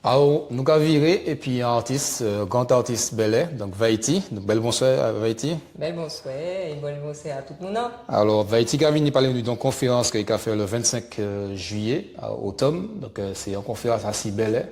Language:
Guadeloupean Creole French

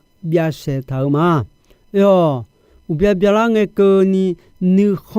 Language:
Akha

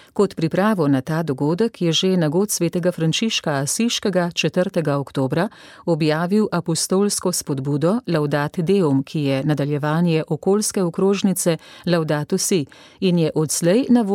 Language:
Slovenian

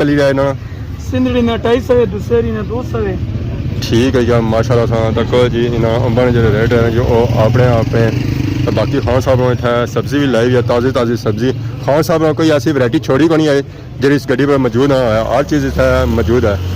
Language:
Pahari-Potwari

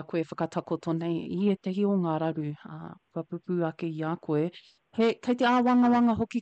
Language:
Māori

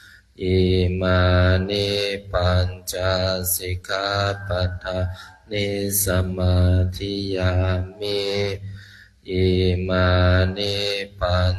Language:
Pali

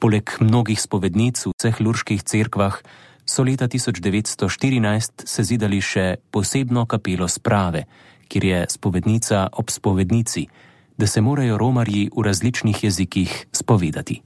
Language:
Slovenian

